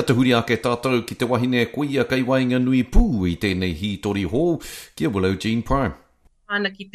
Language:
Māori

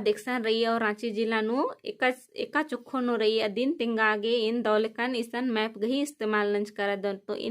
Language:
Kurukh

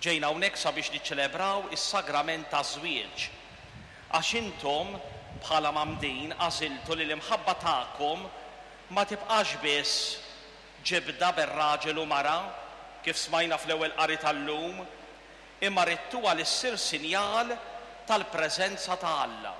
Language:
Maltese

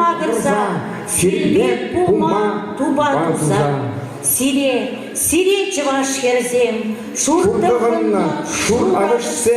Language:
Chuvash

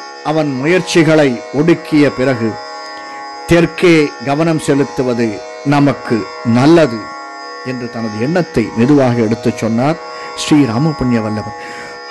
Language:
Tamil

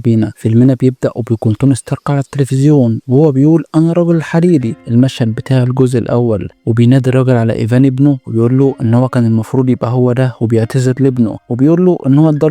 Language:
Egyptian Arabic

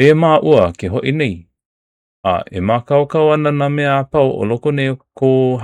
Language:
Hawaiian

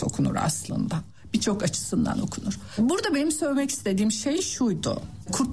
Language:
Turkish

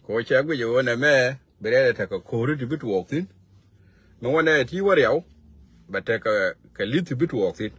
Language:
Nuer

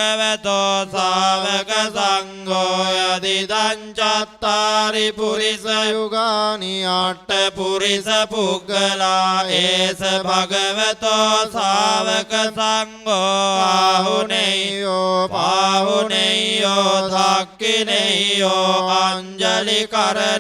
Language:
Pali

